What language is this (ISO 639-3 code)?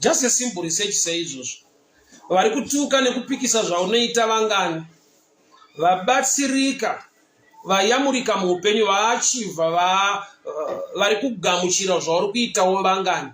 sna